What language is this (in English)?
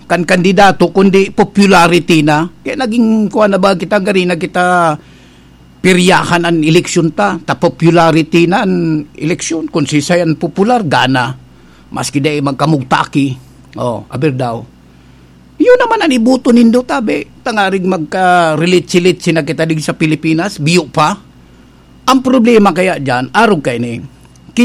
Bikol